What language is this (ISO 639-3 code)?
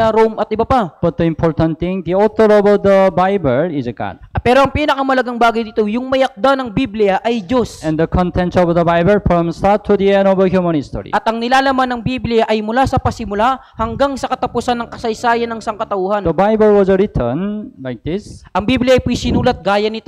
fil